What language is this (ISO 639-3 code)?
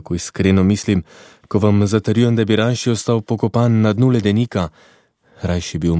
slv